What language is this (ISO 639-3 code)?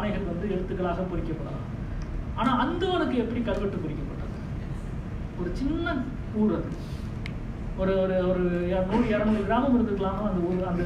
tam